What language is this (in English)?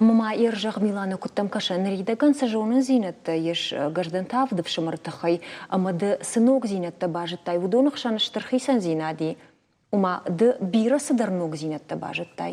Ossetic